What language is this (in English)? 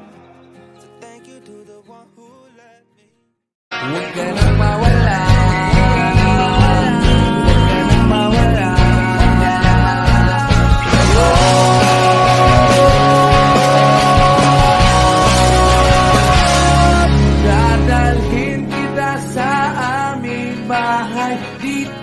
Filipino